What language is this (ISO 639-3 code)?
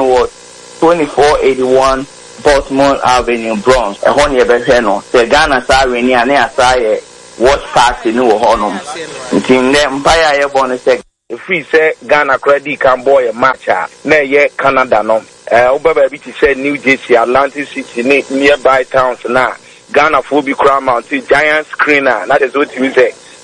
aka